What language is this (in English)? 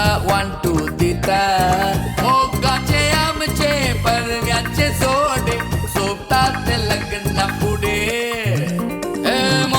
Konkani